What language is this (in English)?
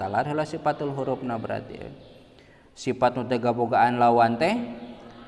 Sundanese